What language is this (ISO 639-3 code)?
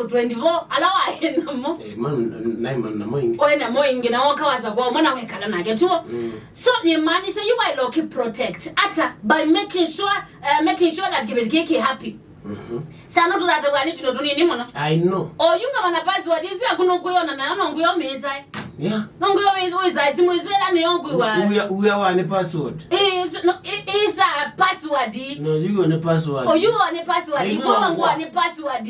kam